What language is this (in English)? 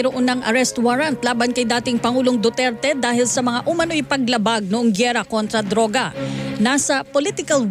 Filipino